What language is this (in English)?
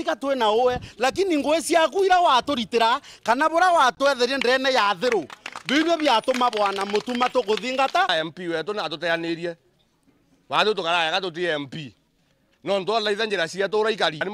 Meru